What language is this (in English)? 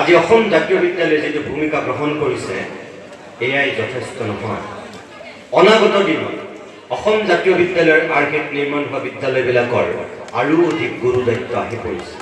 Assamese